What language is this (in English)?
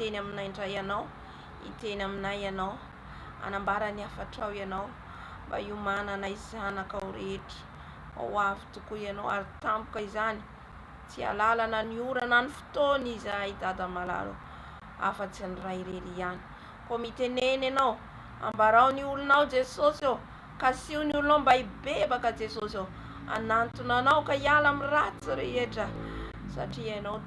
Malagasy